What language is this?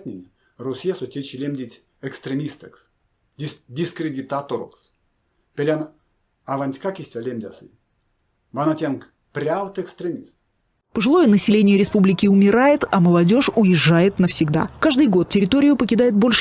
Erzya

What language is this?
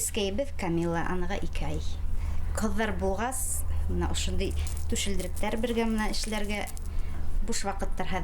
Bashkir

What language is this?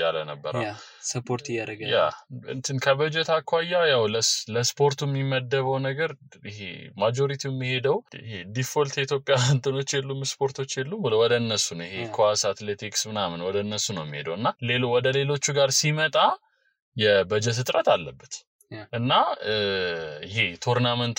Amharic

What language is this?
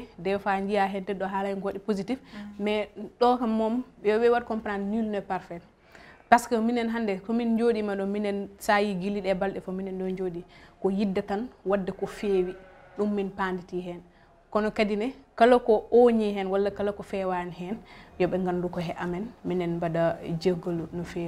Fula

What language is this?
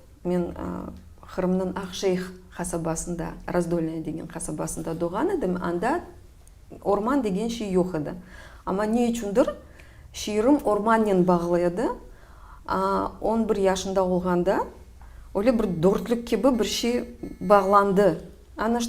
Crimean Tatar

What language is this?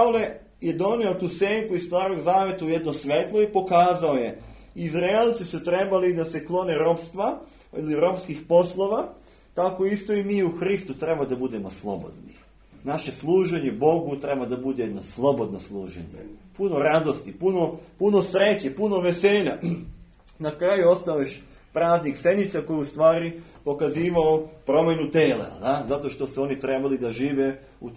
Serbian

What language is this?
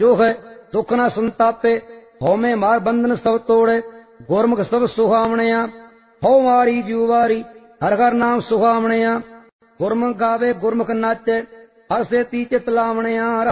Punjabi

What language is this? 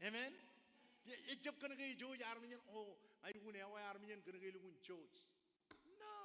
Marshallese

